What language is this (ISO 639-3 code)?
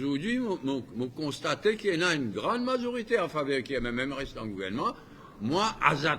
mfe